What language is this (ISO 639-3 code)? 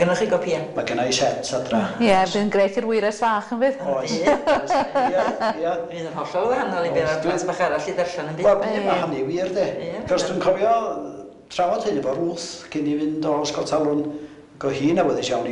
cym